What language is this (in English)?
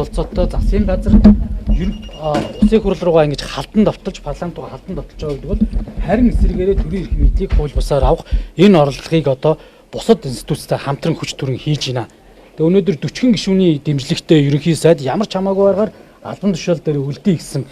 Mongolian